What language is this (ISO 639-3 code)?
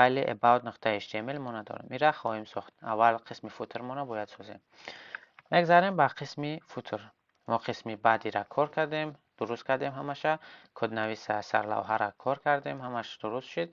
tgk